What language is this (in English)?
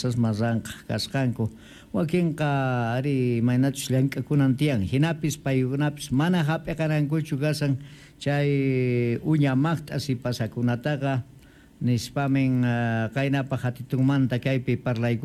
South Bolivian Quechua